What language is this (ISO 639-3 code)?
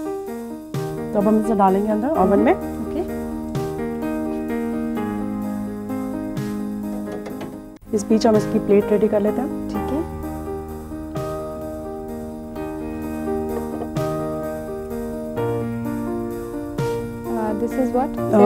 hin